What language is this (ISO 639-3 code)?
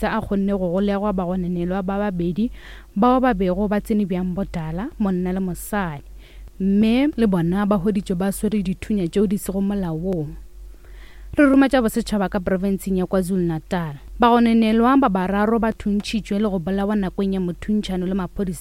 nso